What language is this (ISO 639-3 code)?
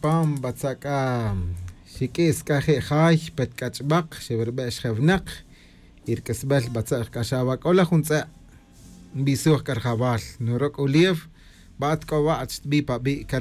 tzj